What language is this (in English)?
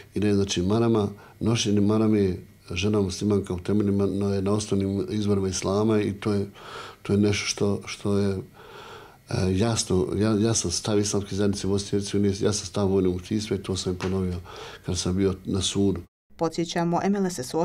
Bosnian